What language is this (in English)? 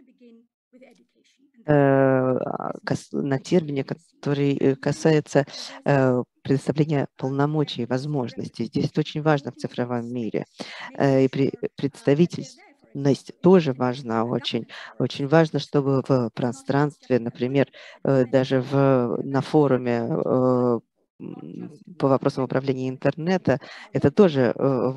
Russian